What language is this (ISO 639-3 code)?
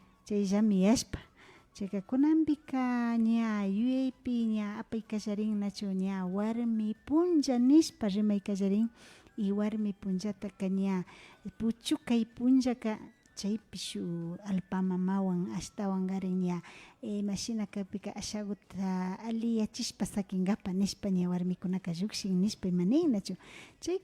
qvi